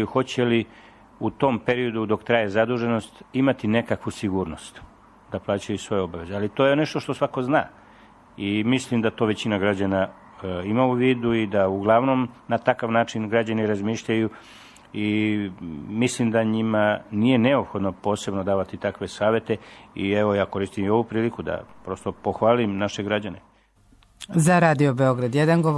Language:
Serbian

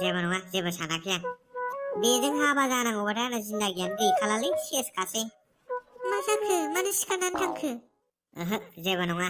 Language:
Bodo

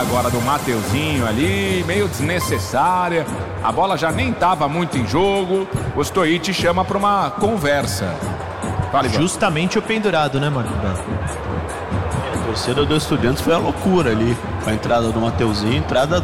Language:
Portuguese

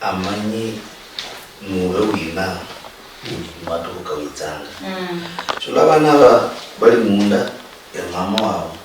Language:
Luyia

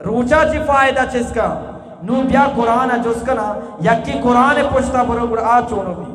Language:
Eastern Balochi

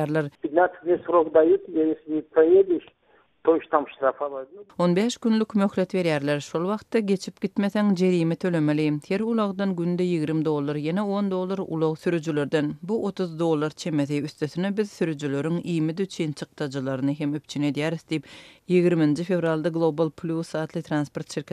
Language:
Turkmen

